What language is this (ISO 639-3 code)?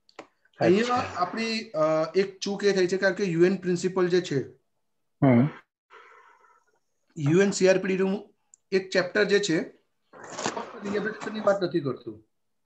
guj